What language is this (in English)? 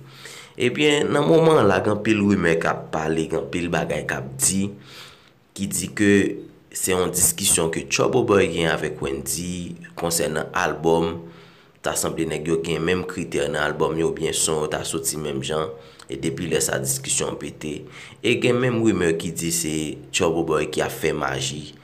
Haitian Creole